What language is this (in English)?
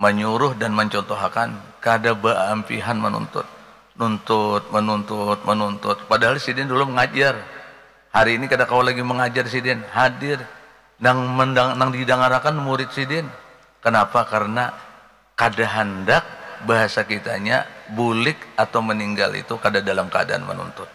Banjar